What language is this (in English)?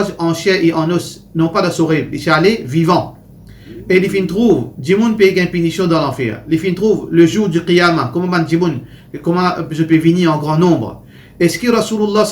Morisyen